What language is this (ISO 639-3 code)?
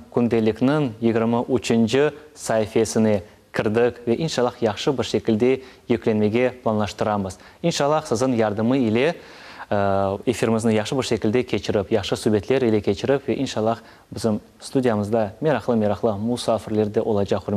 crh